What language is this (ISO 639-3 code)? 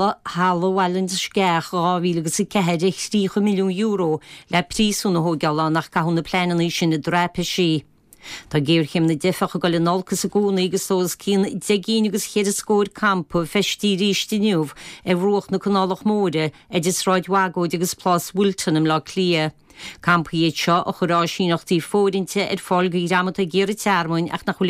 gle